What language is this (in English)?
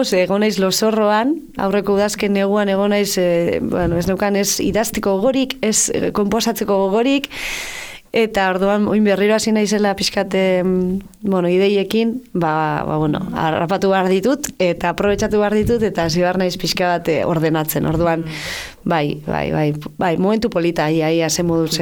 Basque